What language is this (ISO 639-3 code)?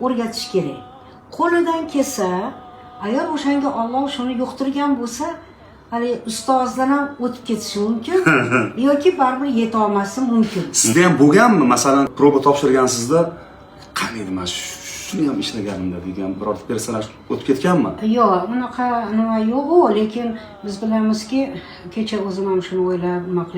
uzb